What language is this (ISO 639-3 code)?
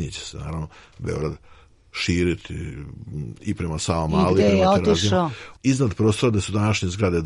srp